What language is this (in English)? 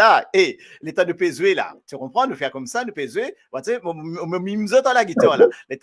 Morisyen